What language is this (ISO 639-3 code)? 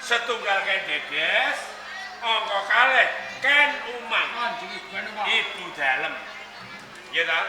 jav